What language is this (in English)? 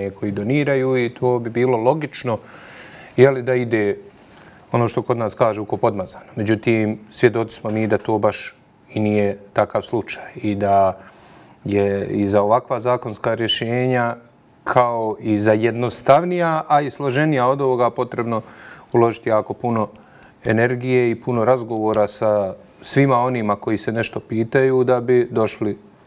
Bosnian